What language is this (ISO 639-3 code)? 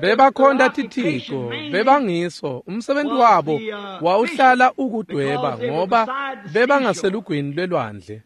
ssw